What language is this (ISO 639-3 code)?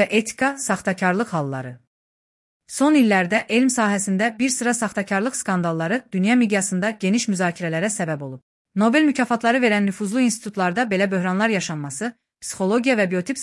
aze